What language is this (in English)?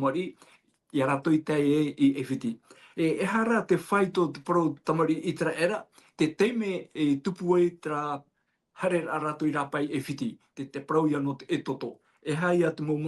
Tahitian